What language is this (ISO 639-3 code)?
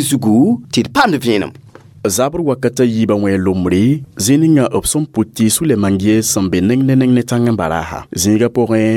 mos